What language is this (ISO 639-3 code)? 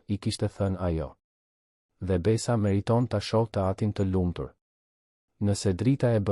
sqi